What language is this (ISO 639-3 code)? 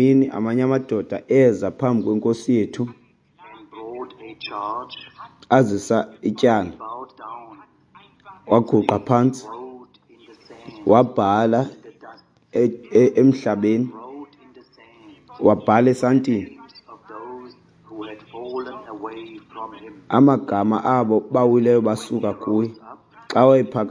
xho